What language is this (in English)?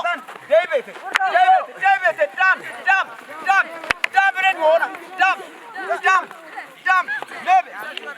Kafa